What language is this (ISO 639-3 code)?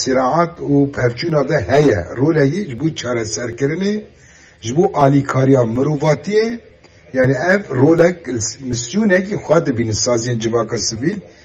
kur